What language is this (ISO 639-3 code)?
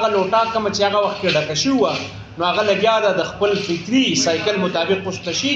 pus